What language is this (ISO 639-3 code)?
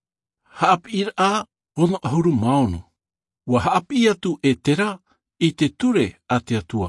tah